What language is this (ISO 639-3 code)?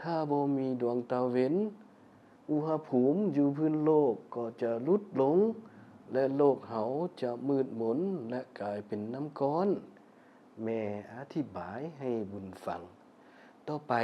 lao